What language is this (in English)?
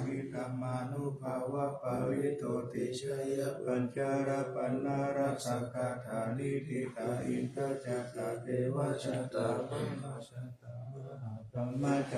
Pali